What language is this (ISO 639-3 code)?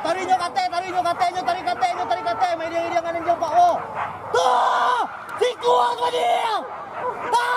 min